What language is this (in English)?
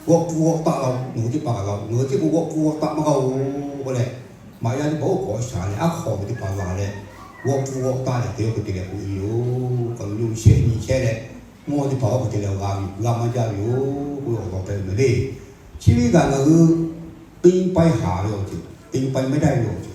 Lahu